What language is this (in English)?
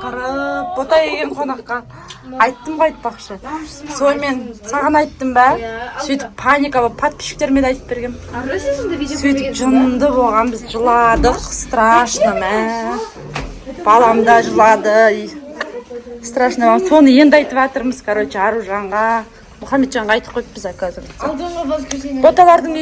Kazakh